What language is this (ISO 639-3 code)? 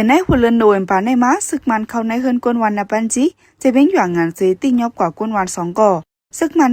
shn